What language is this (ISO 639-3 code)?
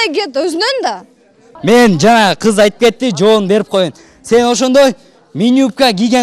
kir